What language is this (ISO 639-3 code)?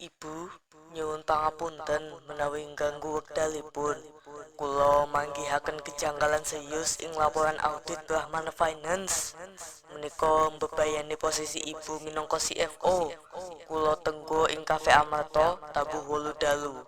jav